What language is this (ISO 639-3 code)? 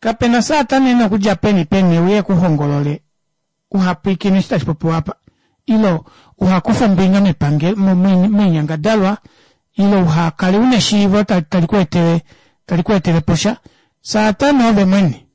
kua